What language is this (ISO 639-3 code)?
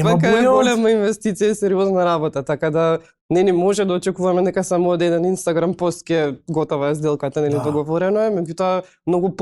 mkd